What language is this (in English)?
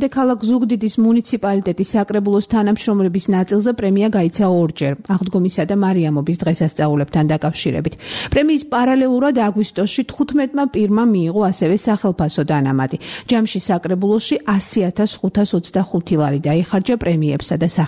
Georgian